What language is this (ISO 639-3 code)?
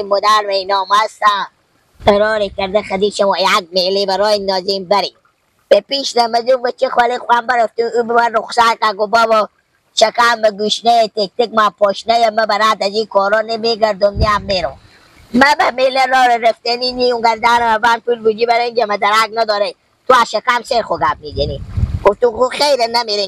haz